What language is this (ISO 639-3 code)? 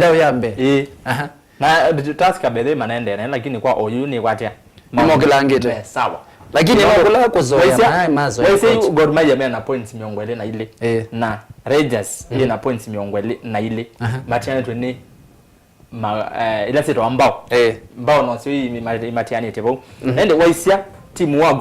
kam